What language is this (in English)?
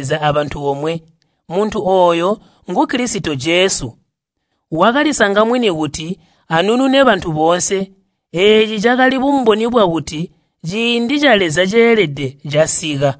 Tonga (Zambia)